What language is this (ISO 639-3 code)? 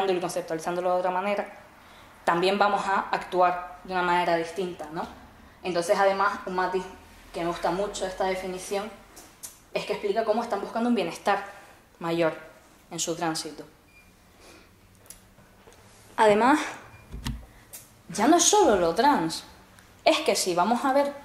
spa